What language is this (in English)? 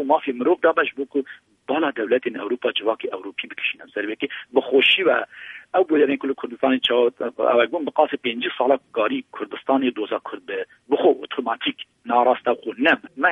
Kurdish